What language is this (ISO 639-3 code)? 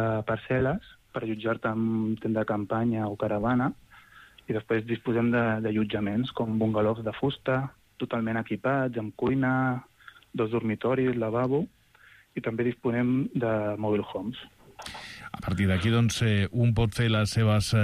cat